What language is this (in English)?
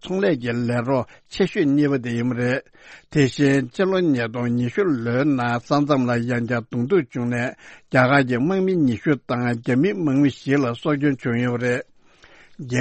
Tibetan